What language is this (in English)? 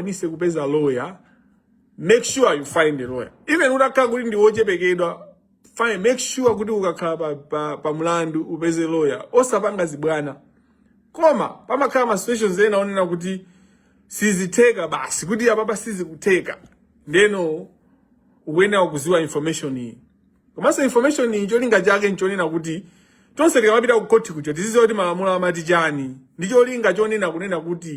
Nyanja